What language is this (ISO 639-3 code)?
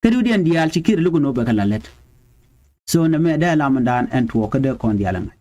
nus